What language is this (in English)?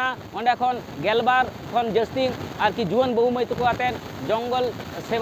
Santali